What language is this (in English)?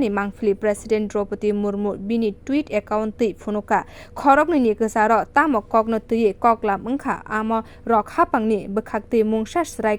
Kok Borok